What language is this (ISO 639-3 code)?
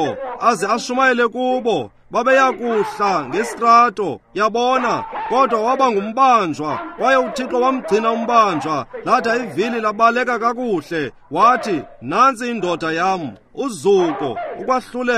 xho